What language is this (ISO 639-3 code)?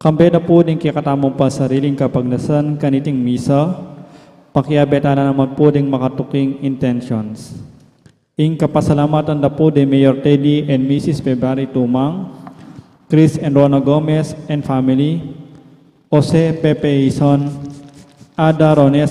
pam